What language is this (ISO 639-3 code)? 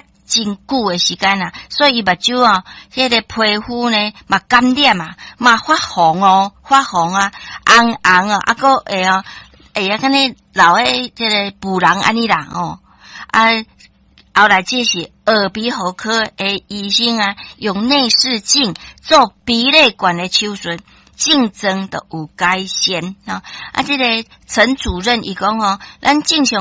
nan